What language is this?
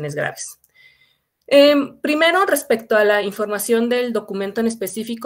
Spanish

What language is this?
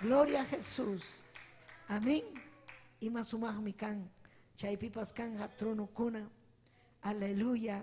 Ayacucho Quechua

